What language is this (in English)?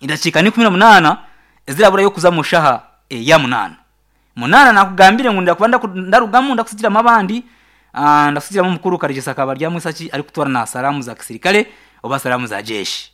Nyankole